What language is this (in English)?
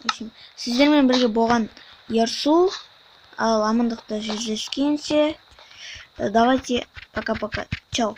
Kazakh